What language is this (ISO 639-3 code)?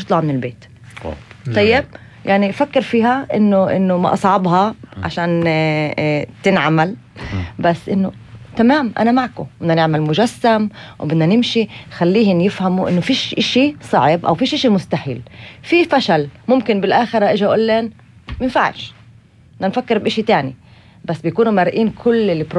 apc